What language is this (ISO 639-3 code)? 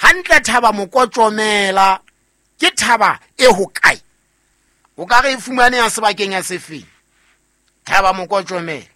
sot